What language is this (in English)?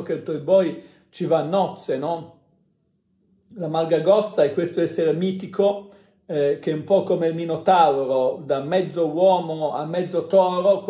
Italian